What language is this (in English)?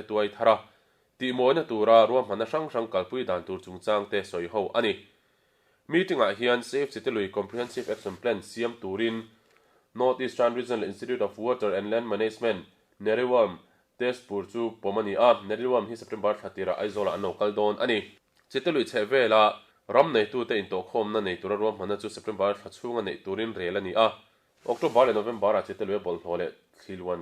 Mizo